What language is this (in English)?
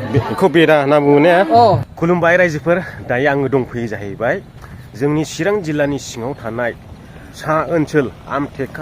Bodo